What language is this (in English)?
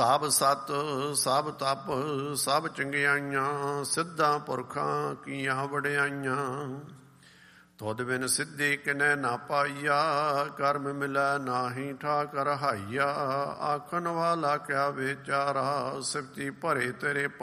Punjabi